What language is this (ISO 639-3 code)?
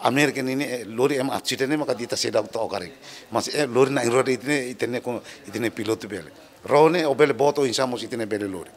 tet